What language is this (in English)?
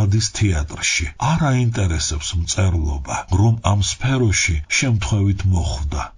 Georgian